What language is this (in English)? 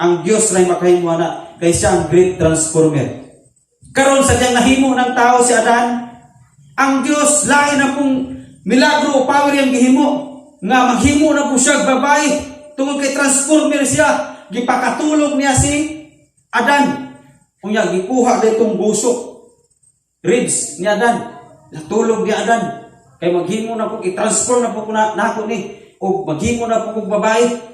Cebuano